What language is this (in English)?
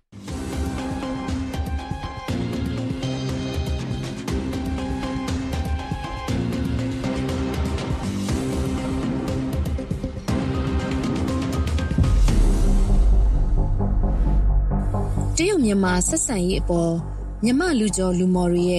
Burmese